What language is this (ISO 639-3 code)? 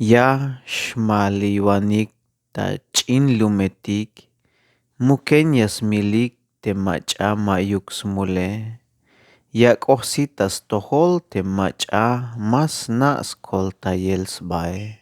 tzh